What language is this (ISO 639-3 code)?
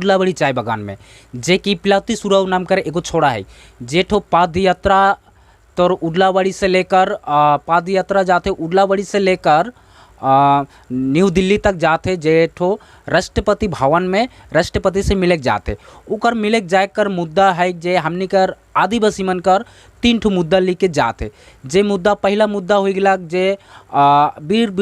sck